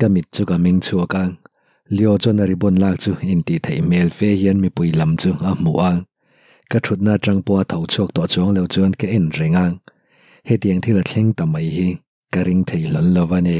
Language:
Mizo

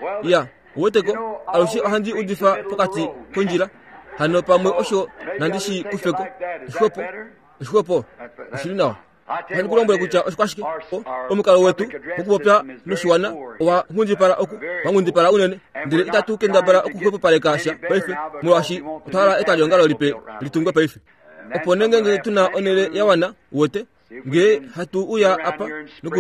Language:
Kuanyama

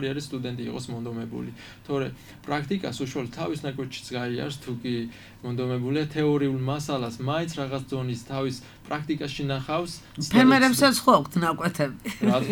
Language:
Georgian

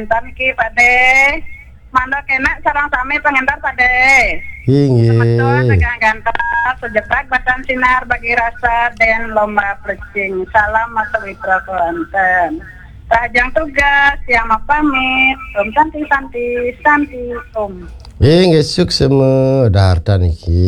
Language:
Balinese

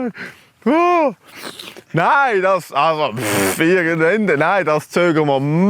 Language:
Swiss German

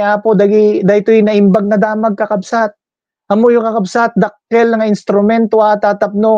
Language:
Iloko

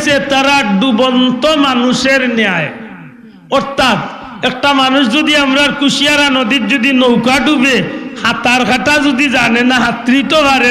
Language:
Sylheti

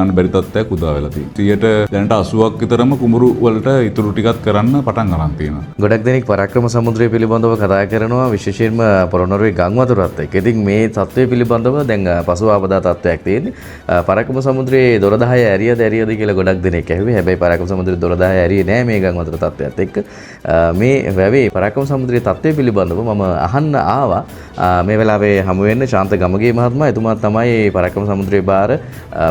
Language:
Sinhala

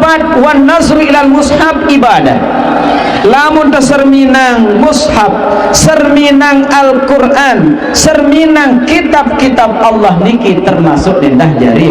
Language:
Sasak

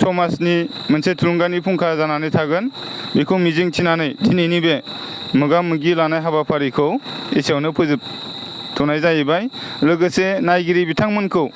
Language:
Bodo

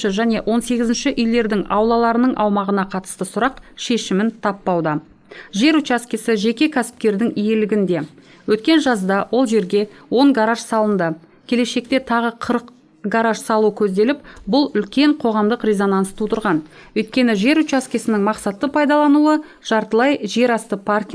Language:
Kazakh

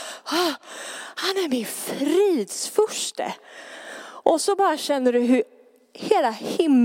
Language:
Swedish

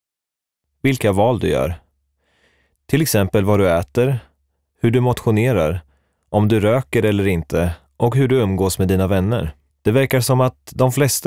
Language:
Swedish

